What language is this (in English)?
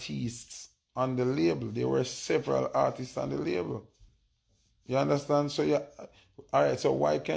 Jamaican Creole English